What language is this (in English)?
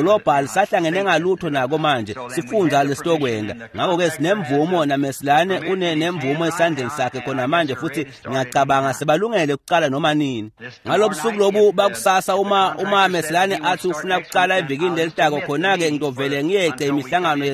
Swati